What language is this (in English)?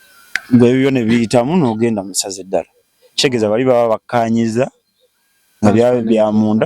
Ganda